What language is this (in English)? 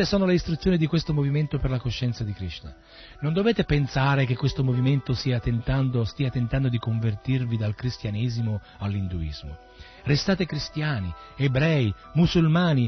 Italian